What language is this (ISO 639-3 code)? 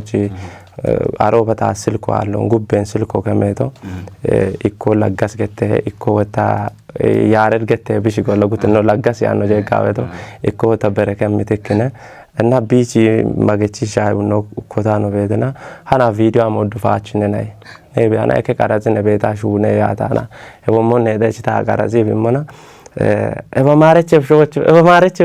kbr